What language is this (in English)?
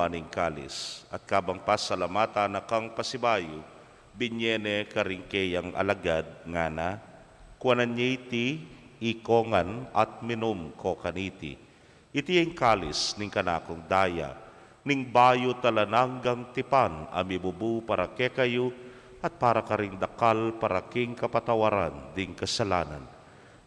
Pampanga